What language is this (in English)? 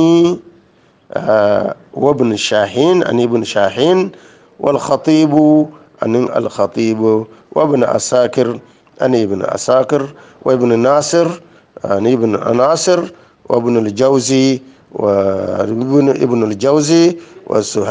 Hausa